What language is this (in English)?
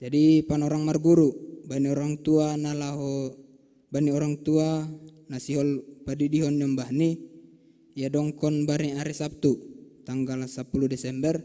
Batak Simalungun